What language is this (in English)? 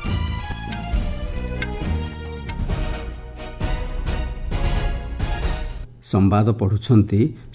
Odia